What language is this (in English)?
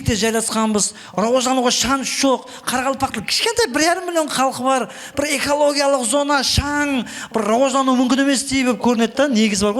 Kara-Kalpak